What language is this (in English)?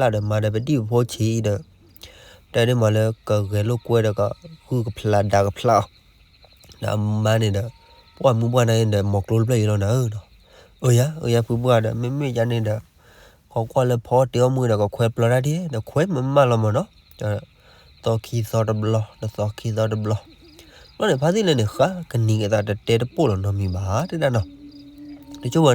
S'gaw Karen